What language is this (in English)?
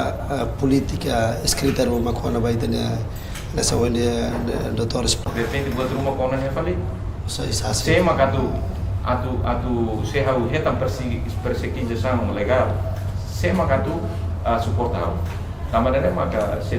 Tetum